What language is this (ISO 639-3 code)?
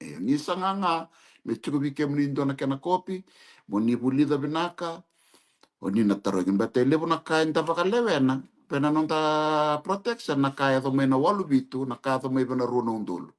fij